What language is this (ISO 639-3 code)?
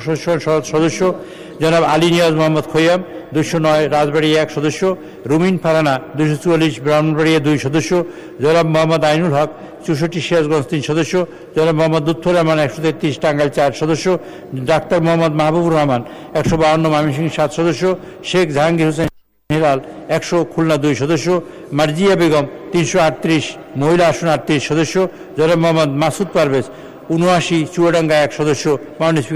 ben